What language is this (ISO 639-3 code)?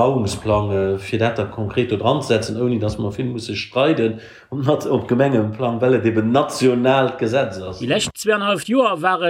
ltz